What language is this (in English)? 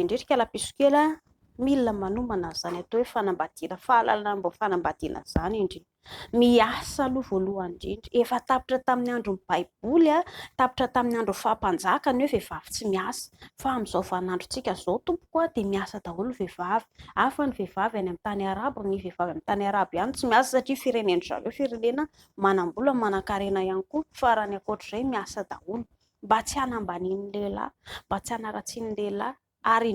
Malagasy